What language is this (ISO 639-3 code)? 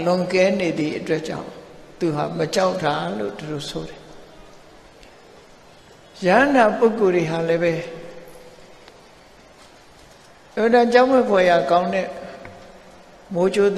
mya